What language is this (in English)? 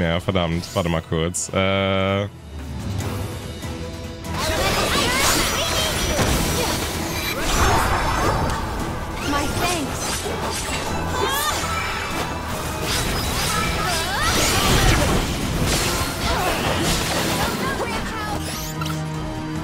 German